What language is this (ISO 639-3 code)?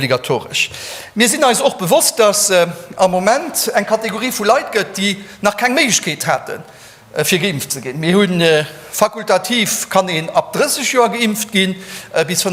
ltz